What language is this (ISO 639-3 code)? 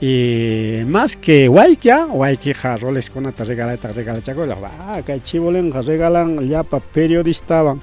quy